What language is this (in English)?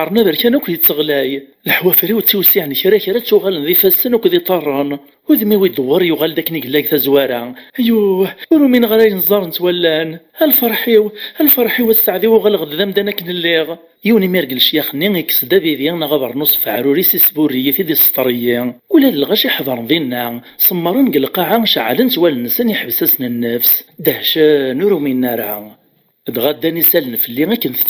Kabyle